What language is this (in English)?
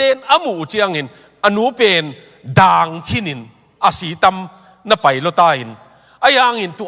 Tedim Chin